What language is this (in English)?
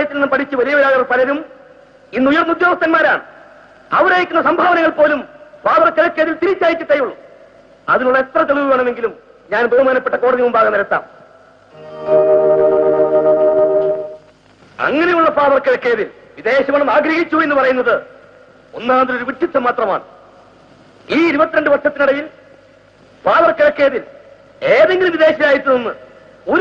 Malayalam